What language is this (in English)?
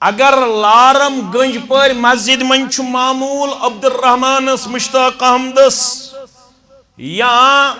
Kashmiri